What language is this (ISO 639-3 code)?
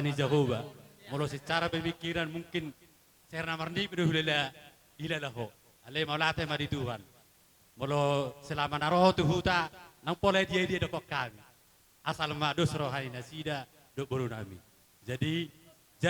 bbc